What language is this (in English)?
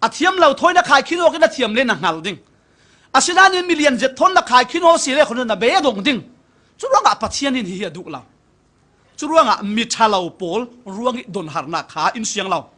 Falam Chin